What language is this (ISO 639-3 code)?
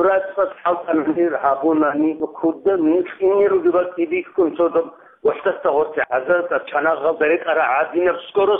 ava